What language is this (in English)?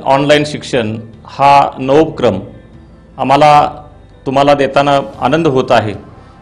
Marathi